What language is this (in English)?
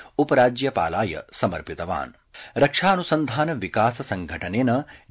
Sanskrit